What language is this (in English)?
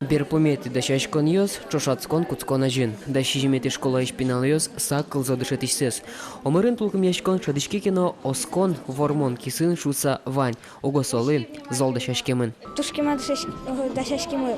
Udmurt